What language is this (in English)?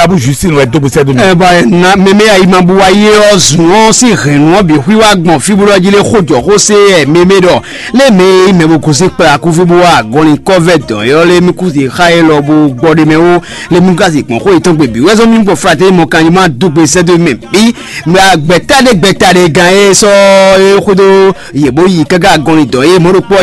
Fon